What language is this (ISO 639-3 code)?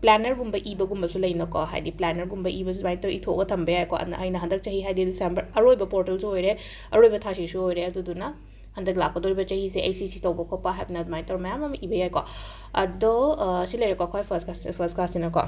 mni